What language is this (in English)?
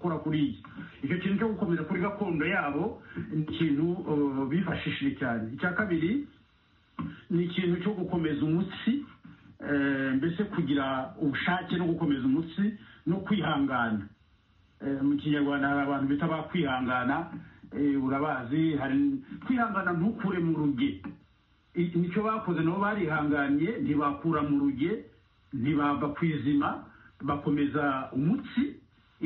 Kinyarwanda